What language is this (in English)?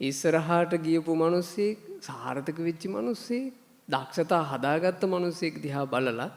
Sinhala